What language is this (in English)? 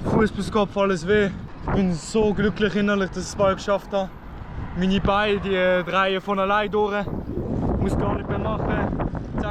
Swiss German